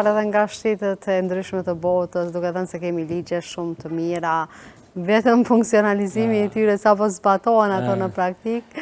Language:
Albanian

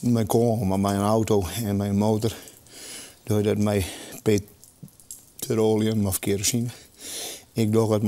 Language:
Western Frisian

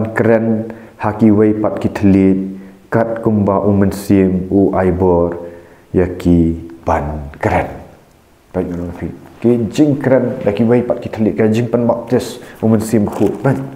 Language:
Khasi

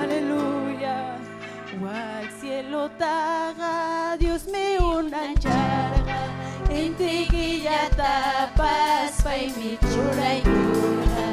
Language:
Ayacucho Quechua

